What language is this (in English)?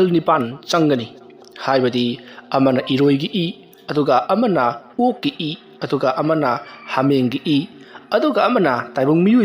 Manipuri